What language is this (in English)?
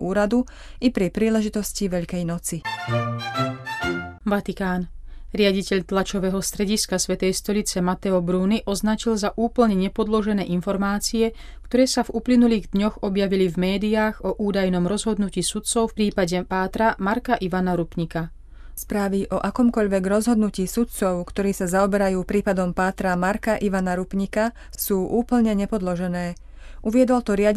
Slovak